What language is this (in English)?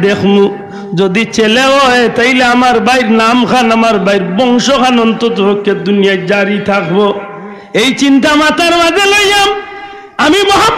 Sylheti